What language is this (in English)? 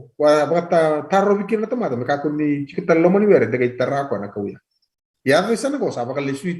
Fijian